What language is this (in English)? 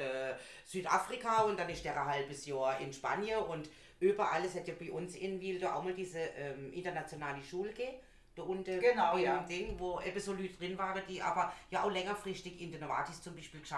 German